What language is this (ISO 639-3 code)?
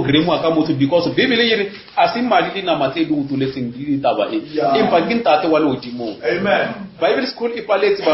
nso